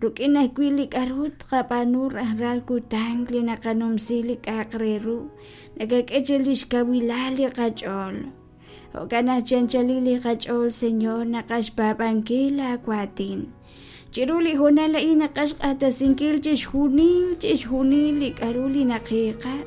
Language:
Kekchí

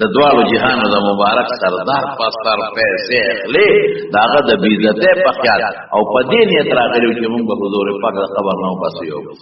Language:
Pashto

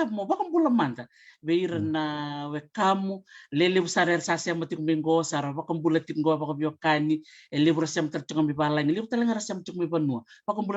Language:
Fijian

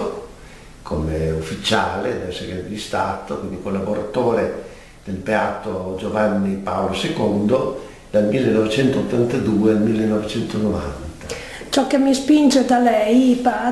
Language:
Italian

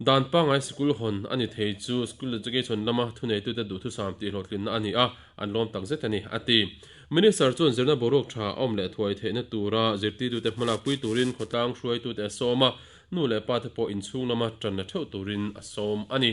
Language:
Mizo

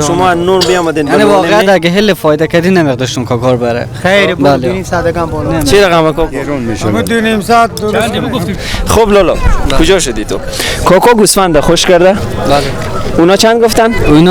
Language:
Persian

